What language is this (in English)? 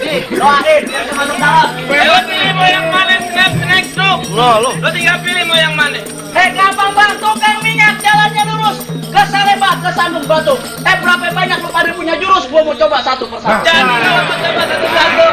Betawi